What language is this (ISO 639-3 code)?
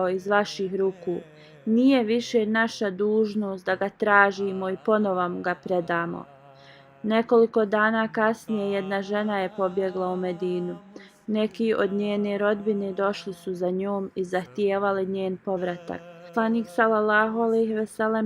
bos